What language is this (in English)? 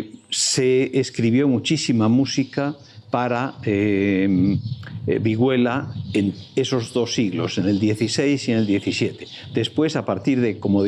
Spanish